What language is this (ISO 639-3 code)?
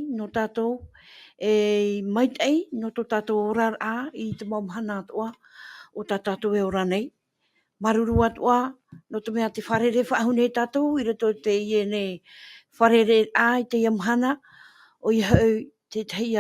tah